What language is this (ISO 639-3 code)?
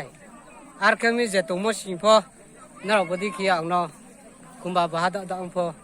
ria